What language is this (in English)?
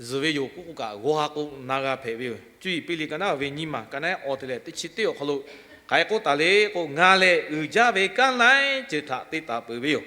Lahu